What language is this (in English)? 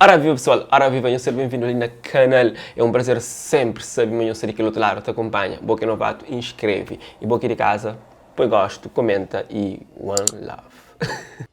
Kabuverdianu